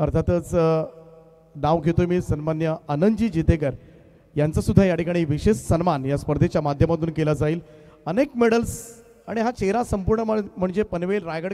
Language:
Marathi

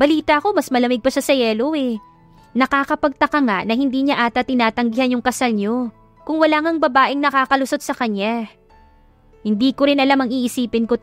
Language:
Filipino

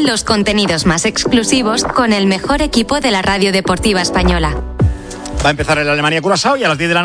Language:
Spanish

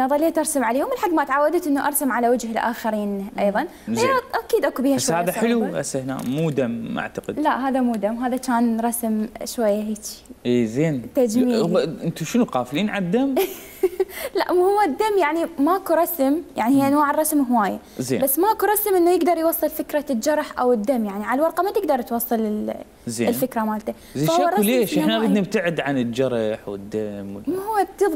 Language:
Mesopotamian Arabic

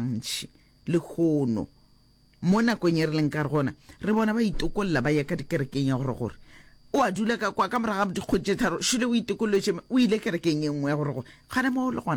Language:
Northern Sotho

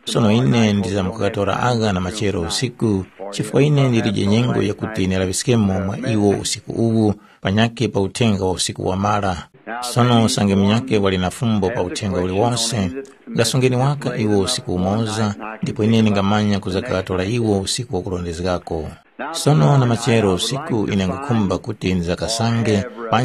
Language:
Tumbuka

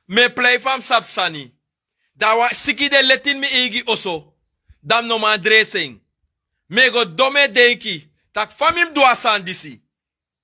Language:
Sranan Tongo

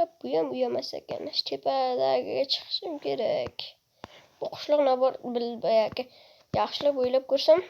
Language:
Uzbek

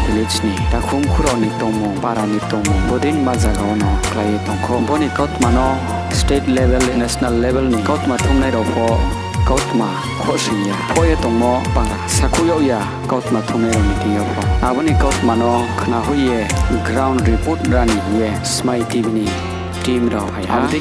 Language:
Riang (India)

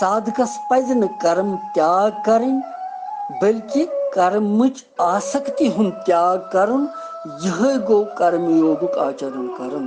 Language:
Kashmiri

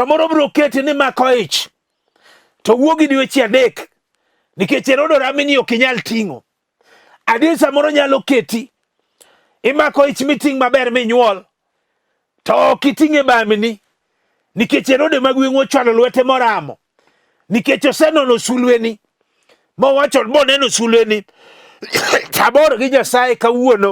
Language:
Luo (Kenya and Tanzania)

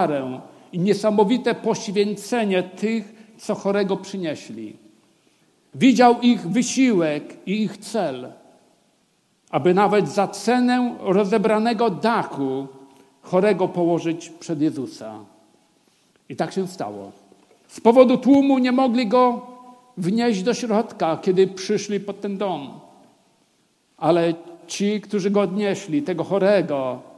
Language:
Polish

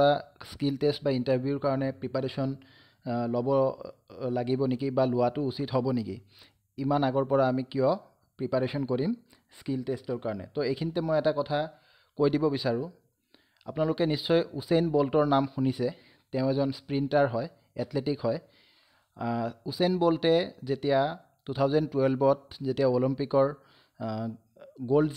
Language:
Assamese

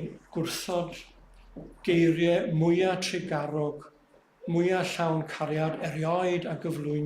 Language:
Welsh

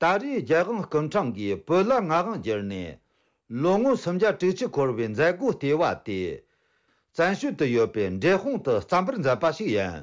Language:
Tibetan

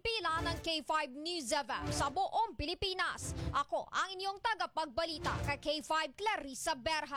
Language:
Filipino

